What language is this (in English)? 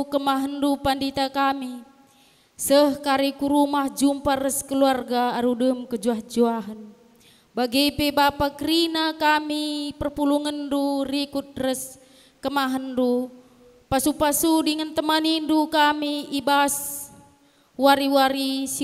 Batak Karo